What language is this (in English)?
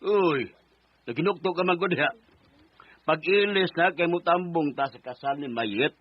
Cebuano